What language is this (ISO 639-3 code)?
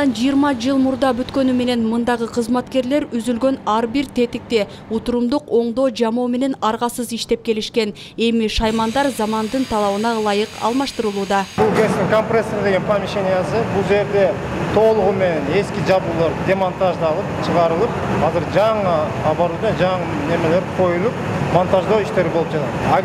kir